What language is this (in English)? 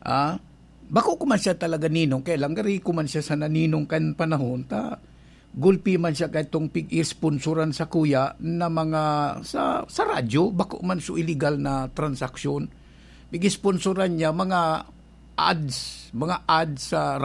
Bikol